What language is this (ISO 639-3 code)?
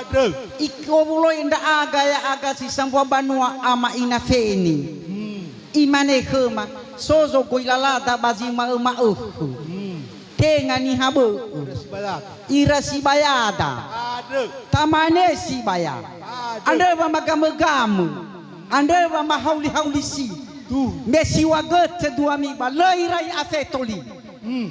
nia